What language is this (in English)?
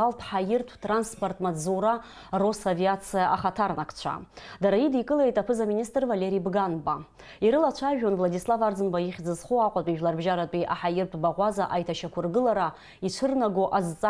Abkhazian